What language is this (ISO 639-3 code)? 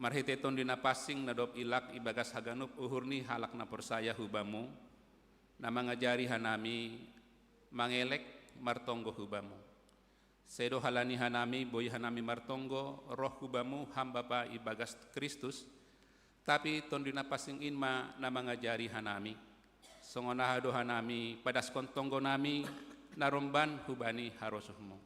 bts